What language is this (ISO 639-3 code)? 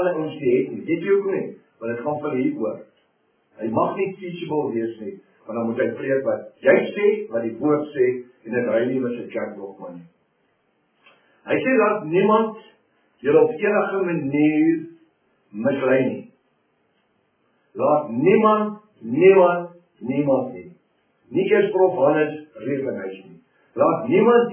afr